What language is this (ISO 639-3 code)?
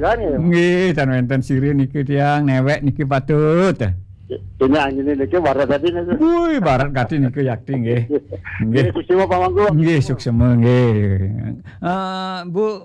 ban